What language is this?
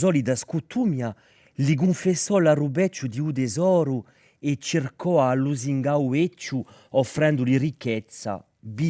Corsican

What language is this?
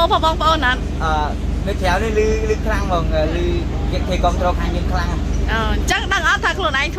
Khmer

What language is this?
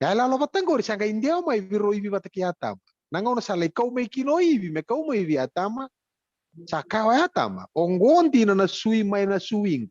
Fijian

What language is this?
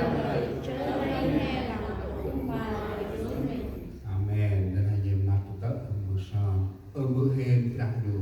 Central Mnong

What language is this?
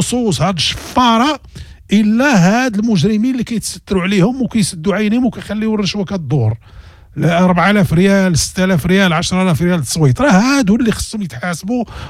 Moroccan Arabic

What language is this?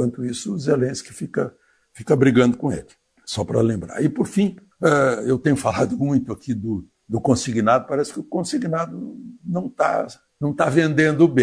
Portuguese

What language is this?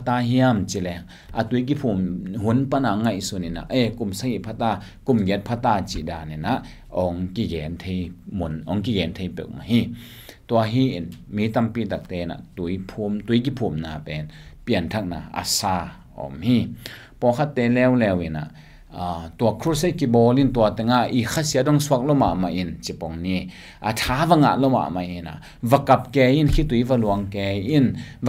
Tedim Chin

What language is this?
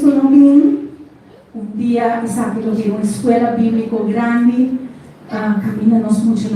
Papiamento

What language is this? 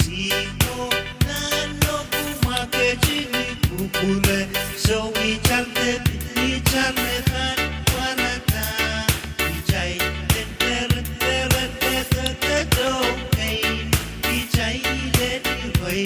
Pohnpeian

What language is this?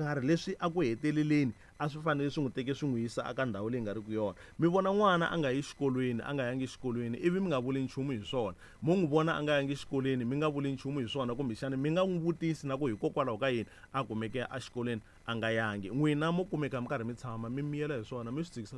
Tsonga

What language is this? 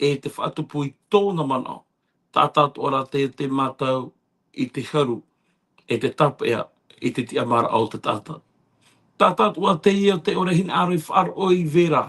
Tahitian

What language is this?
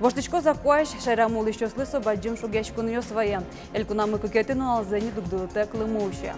Udmurt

